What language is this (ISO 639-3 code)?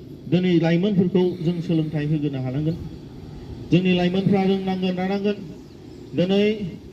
brx